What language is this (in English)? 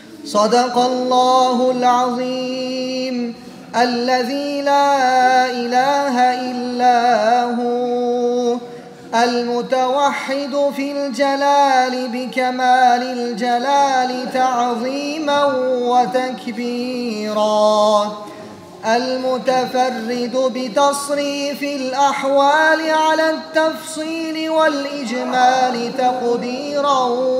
Arabic